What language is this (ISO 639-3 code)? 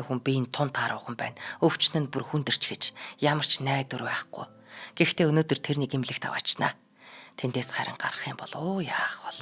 mon